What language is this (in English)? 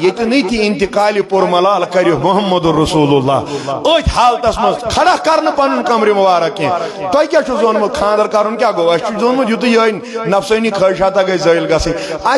Kashmiri